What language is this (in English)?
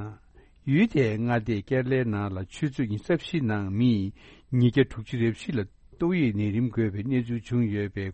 Tibetan